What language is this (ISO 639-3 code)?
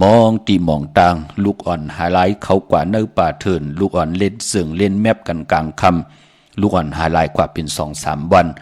shn